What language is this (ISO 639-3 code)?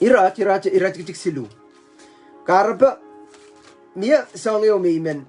pon